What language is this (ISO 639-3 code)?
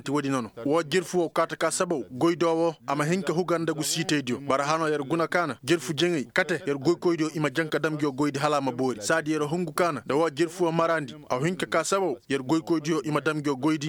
ses